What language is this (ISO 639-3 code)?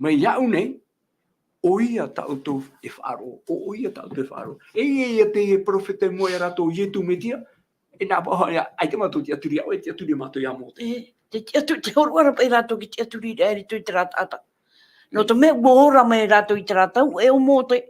tah